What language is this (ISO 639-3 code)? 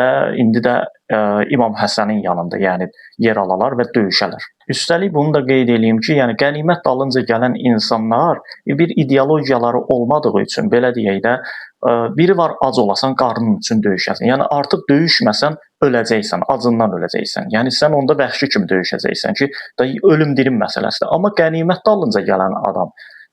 aze